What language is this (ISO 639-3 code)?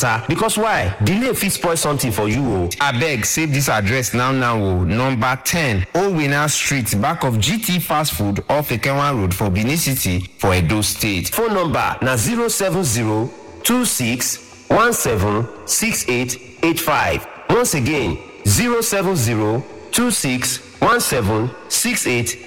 pcm